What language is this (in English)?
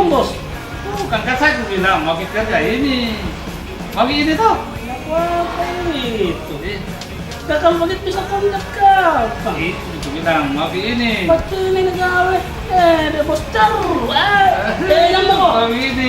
Makassar Malay